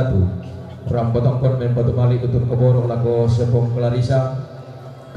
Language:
Toraja-Sa'dan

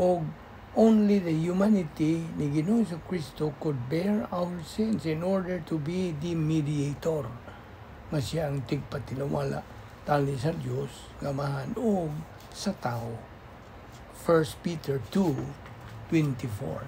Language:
Cebuano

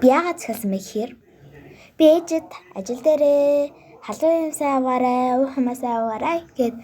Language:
Mongolian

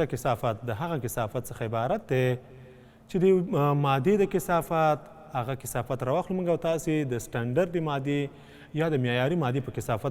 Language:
Pashto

